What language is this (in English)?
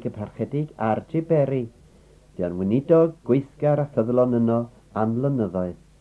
Welsh